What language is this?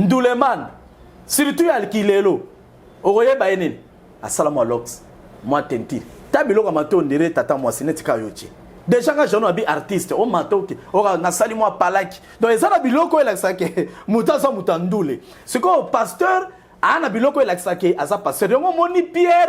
Lingala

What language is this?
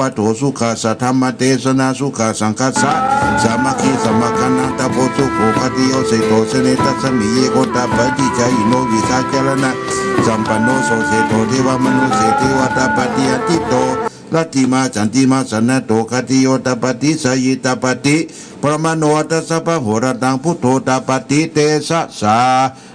Pali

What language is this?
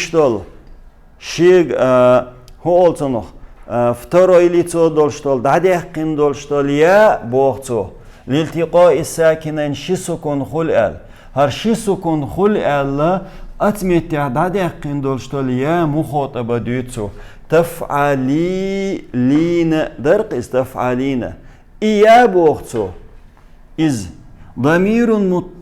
Chechen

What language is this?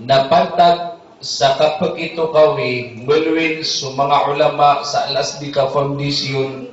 Maranao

